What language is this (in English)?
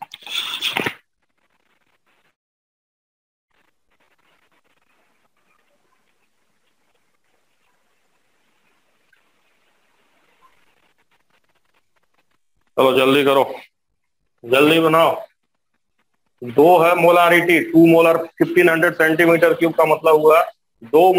Hindi